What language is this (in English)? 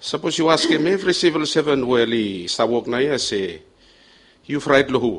Bislama